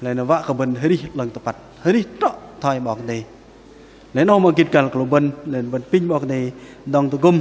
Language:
Bahnar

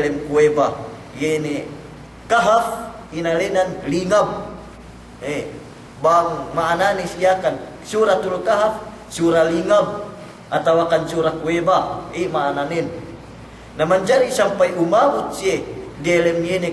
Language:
Yakan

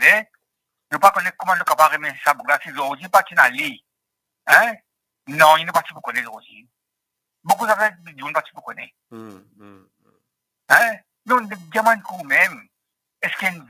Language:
Morisyen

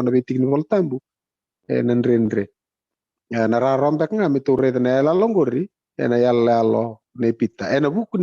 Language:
Fijian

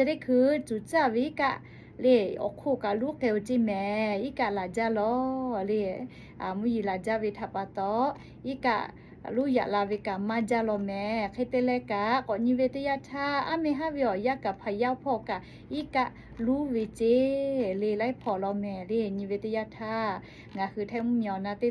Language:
Lahu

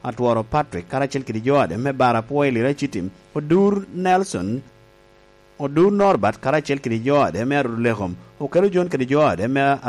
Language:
Lango (Uganda)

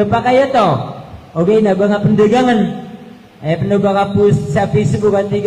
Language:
Maranao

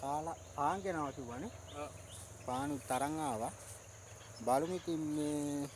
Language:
Sinhala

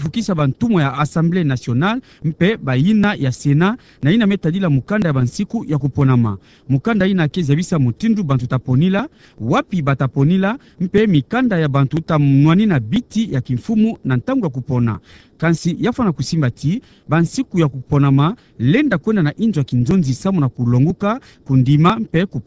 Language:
Kituba (Democratic Republic of Congo)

